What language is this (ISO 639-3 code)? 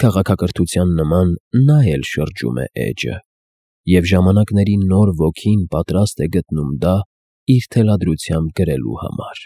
hye